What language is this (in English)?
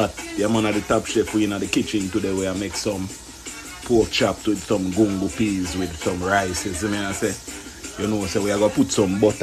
Jamaican Creole English